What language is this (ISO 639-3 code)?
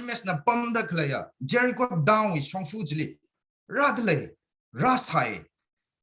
nmf